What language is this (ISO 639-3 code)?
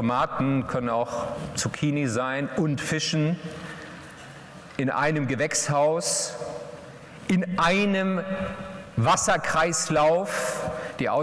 deu